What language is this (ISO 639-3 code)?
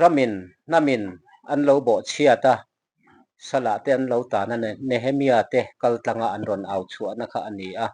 lus